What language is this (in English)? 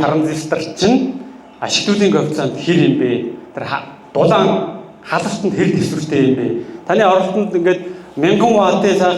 Mongolian